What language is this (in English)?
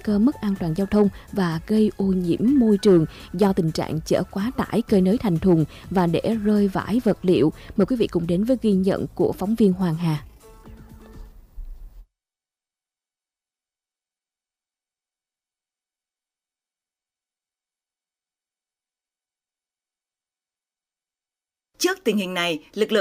Vietnamese